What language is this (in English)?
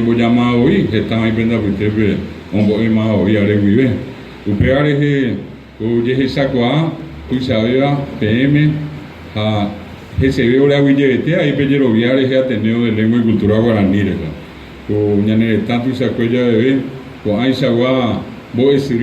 Guarani